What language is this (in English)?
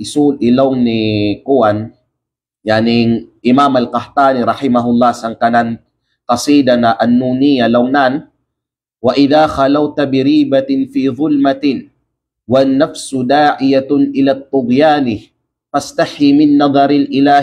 Kalagan